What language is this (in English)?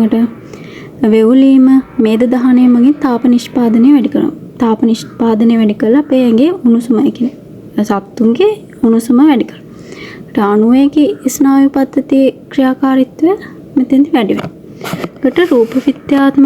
Sinhala